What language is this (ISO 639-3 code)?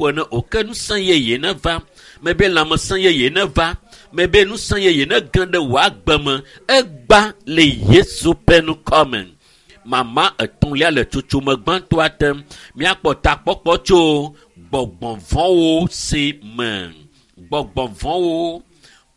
ewe